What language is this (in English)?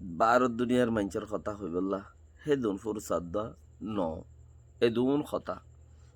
Rohingya